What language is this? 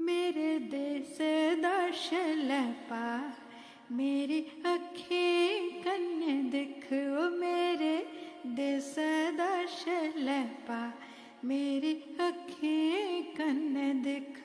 Dogri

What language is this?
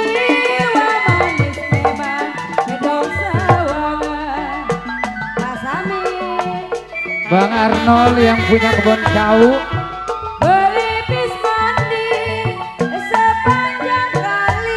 Betawi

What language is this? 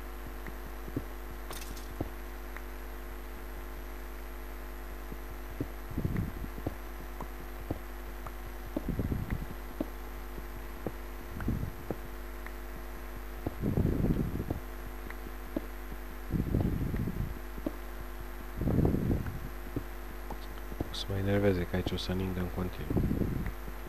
Romanian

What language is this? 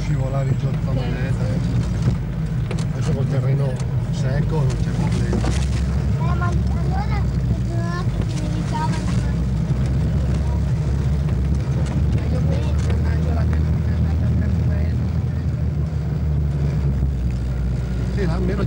Italian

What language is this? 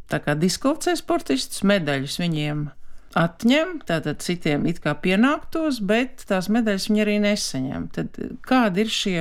Latvian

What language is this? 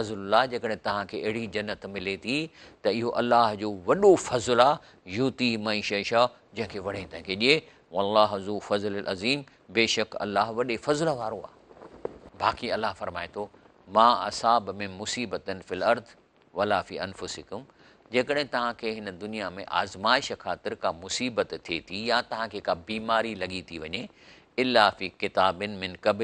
Sindhi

